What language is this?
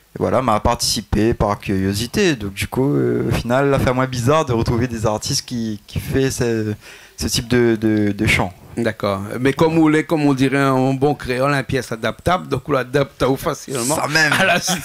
Réunion Creole French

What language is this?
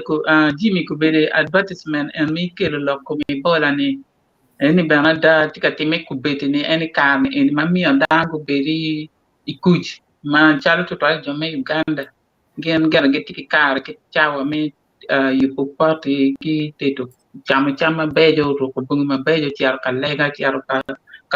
Acoli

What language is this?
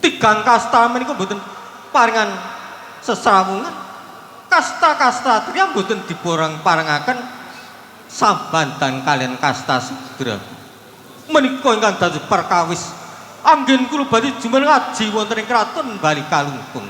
Javanese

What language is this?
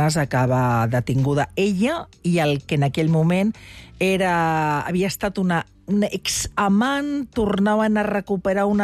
Catalan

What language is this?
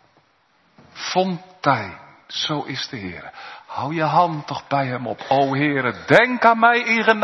Dutch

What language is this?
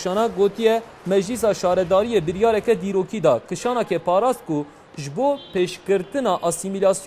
Kurdish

